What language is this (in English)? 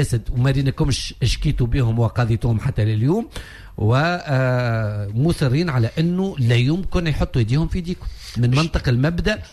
Tunisian Arabic